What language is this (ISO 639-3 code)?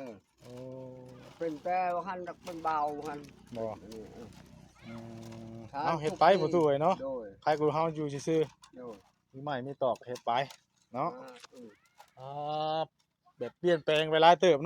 tts